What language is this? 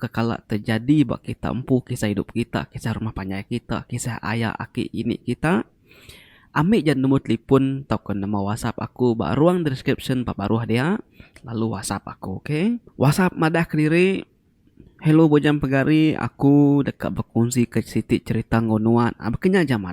Iban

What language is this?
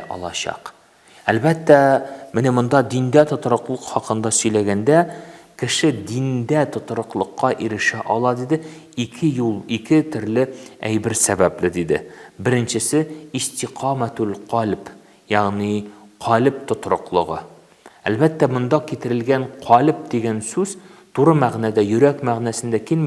Tatar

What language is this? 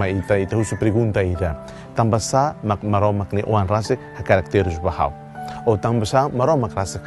Tetum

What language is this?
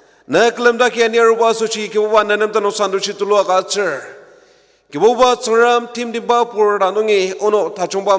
Ao Naga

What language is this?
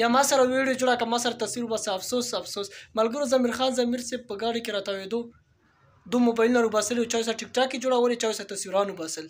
Pashto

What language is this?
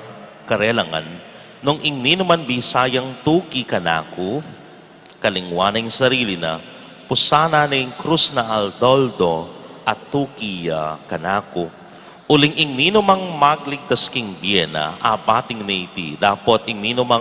Pampanga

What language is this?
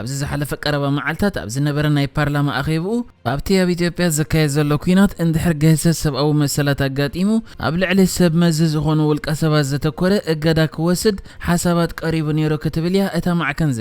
Tigrinya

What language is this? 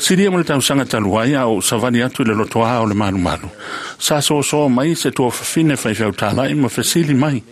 Samoan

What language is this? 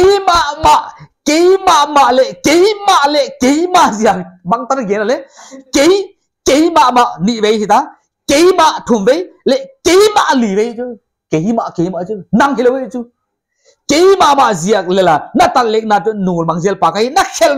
Paite Chin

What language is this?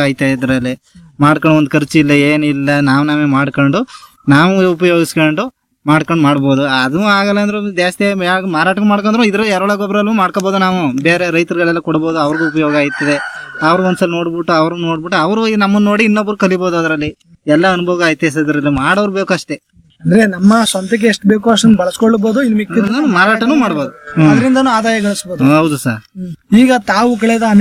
Kannada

